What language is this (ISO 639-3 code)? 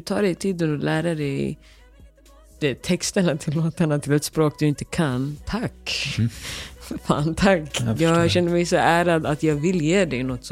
swe